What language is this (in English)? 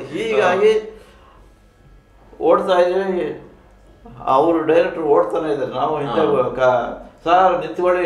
Kannada